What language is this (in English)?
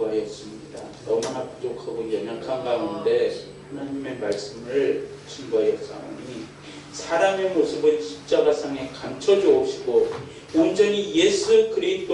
Korean